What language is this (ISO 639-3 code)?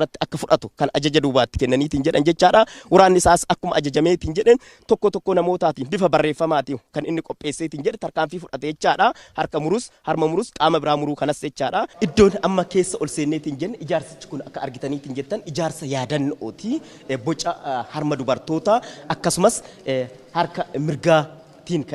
orm